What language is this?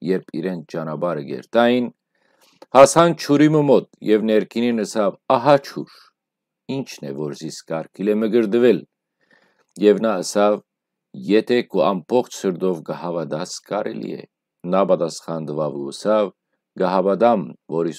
Western Armenian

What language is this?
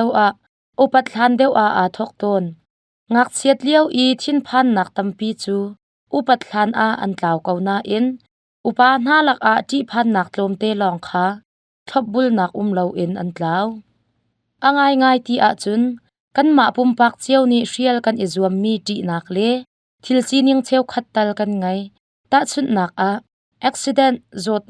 Hakha Chin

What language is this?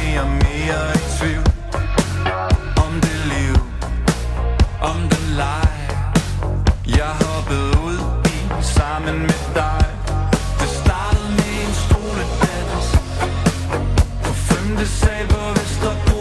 Danish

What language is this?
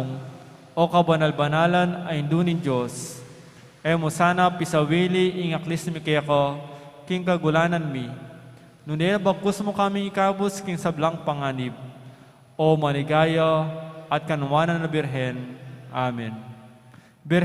Pampanga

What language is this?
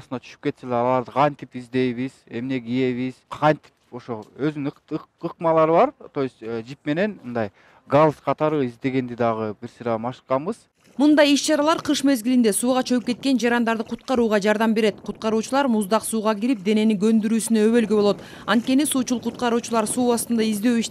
Kyrgyz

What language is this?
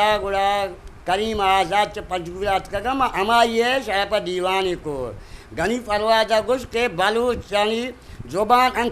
Eastern Balochi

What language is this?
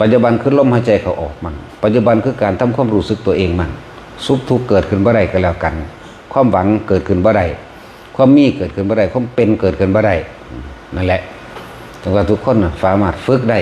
Northeastern Thai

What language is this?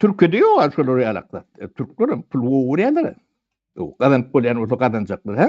Turkmen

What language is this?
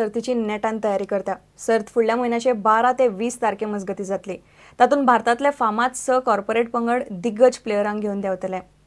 Konkani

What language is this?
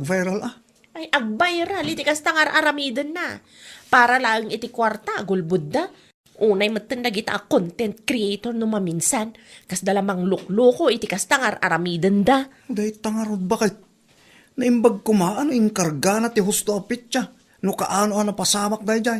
Iloko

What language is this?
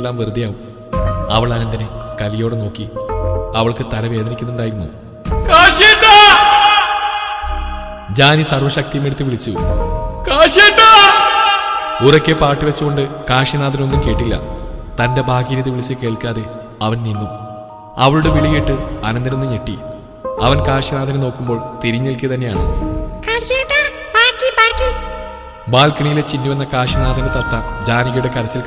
Malayalam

